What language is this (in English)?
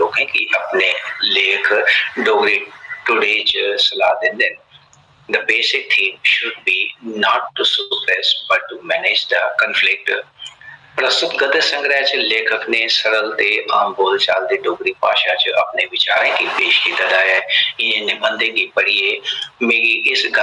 Dogri